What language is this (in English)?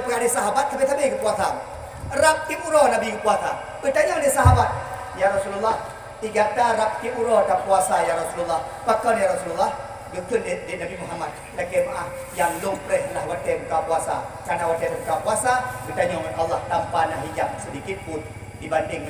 Achinese